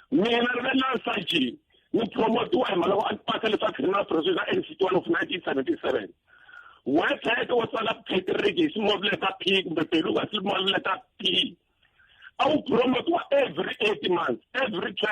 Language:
Tsonga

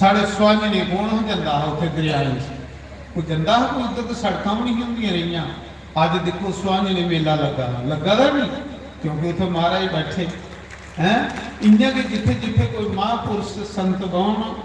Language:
Dogri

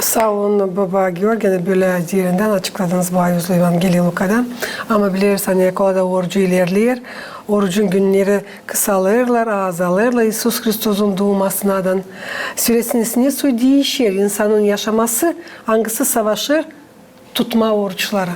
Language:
Gagauz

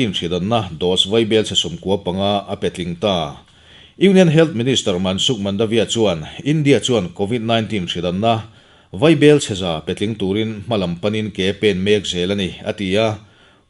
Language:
Mizo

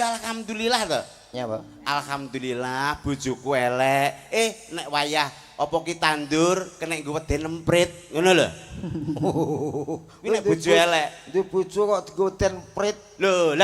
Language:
Javanese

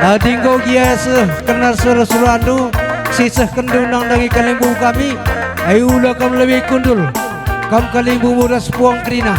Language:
Batak Karo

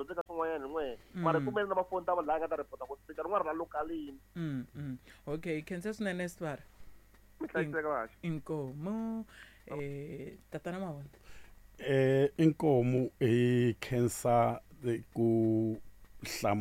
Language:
Tsonga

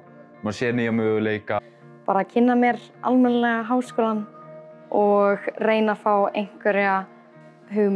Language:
Icelandic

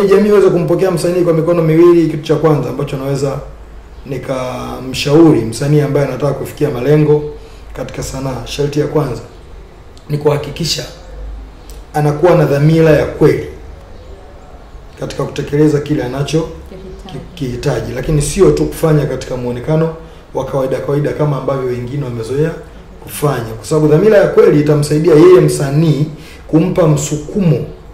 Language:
Swahili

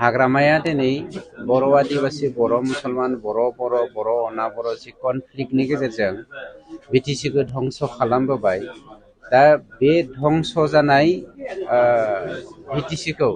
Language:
Bodo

